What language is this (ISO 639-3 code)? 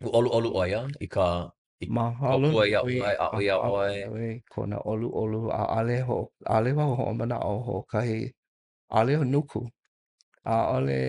haw